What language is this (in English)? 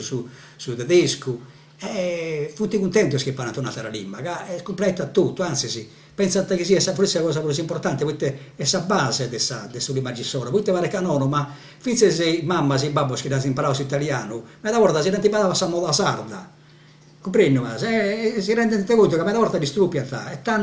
Sardinian